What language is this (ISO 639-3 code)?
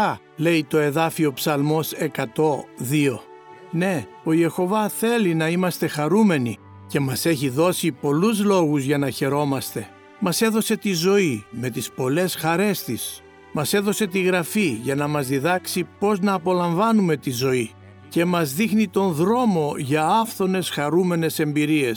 ell